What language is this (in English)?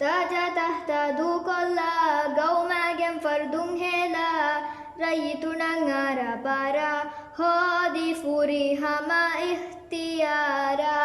Divehi